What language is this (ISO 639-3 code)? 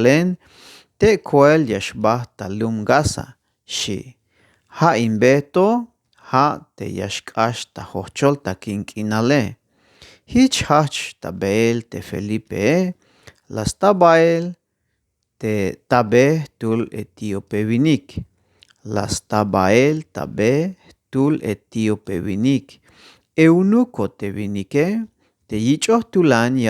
tzh